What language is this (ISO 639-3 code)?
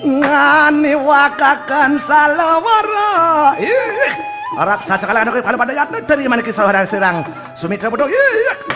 ban